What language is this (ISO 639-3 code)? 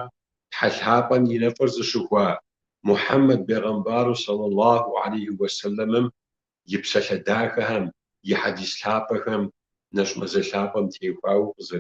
kbd